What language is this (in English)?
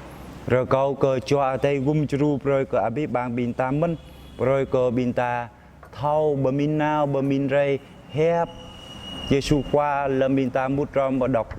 Jarai